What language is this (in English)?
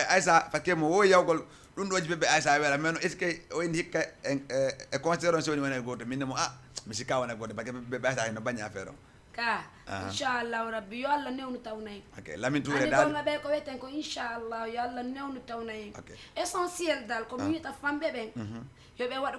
Fula